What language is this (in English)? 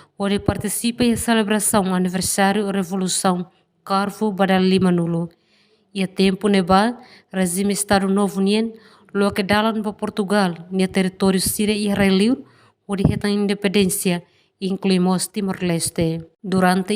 Tetum